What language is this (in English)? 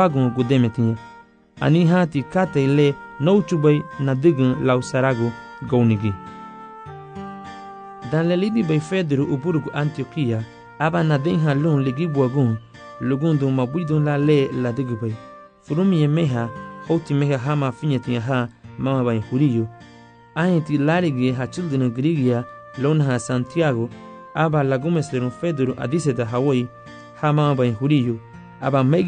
Garifuna